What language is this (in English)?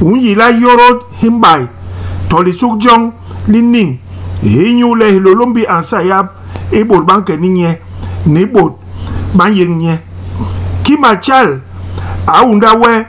Basaa